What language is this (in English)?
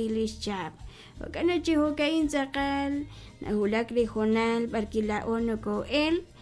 Kekchí